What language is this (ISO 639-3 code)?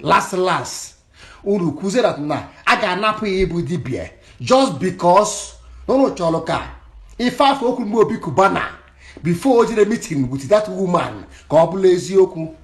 ibo